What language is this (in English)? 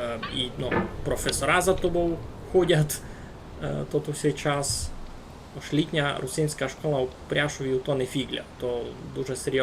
Rusyn